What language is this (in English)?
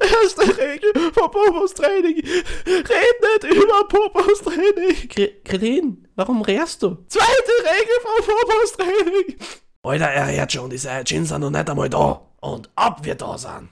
Bavarian